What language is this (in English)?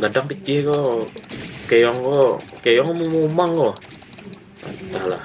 Minangkabau